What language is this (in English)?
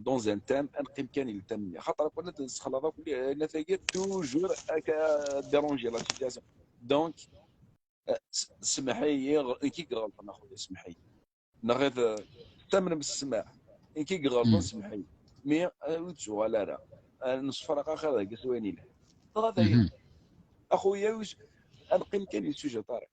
Kabyle